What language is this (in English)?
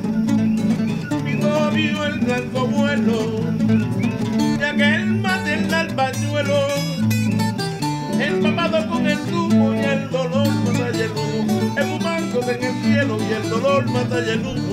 Spanish